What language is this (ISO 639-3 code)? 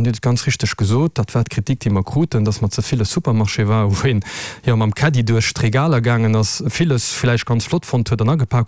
ltz